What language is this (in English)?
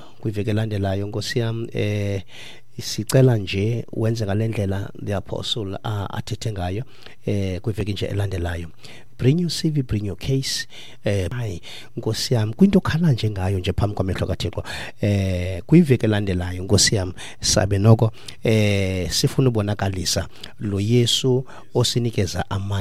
Xhosa